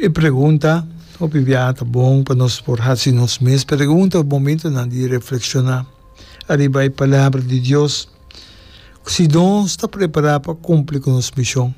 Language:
Papiamento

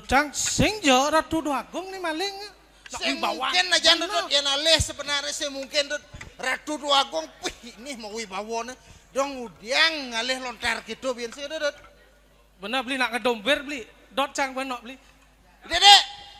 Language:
Balinese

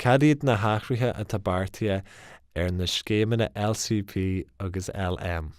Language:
Irish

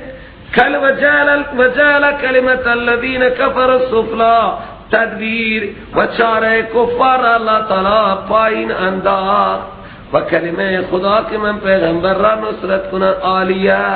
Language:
Persian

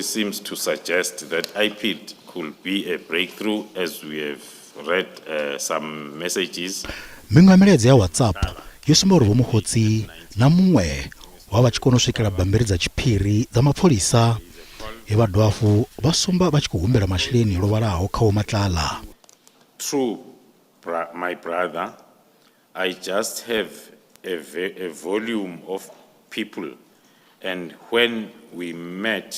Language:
Venda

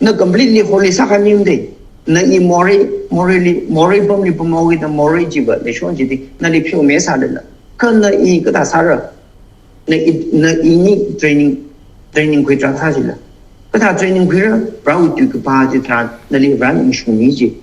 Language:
Tangkhul Naga (India)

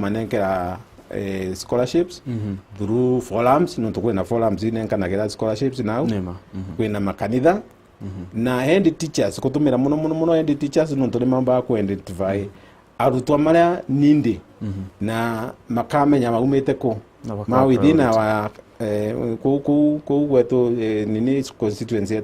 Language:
Meru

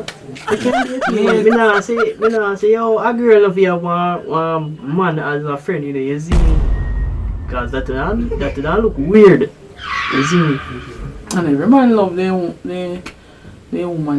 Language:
Jamaican Creole English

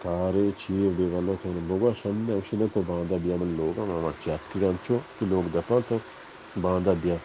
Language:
Baluchi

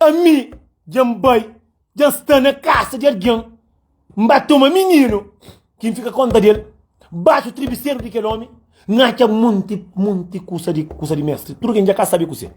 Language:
Kabuverdianu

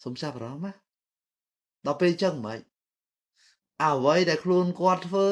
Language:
Khmer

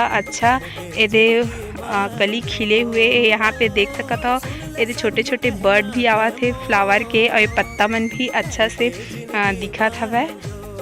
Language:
Chhattisgarhi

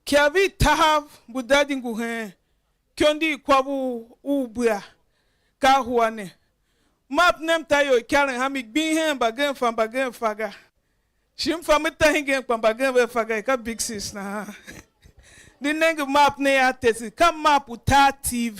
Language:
Tiv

